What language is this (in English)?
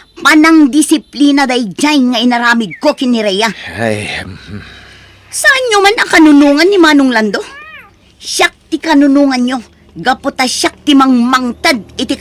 Iloko